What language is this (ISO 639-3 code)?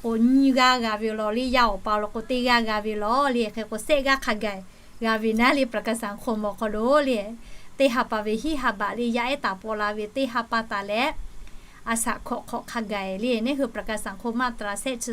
lhu